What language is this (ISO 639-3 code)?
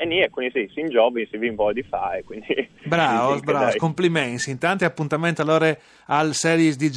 fur